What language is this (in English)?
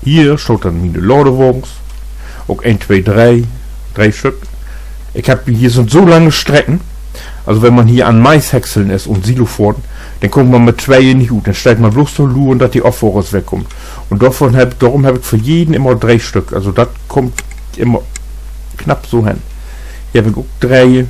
Low German